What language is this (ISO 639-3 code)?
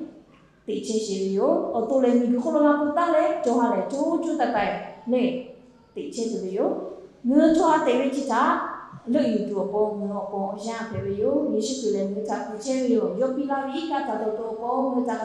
lhu